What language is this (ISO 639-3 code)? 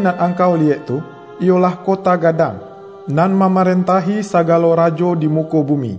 min